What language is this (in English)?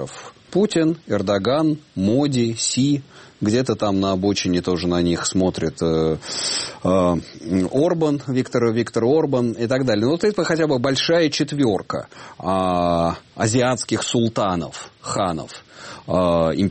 Russian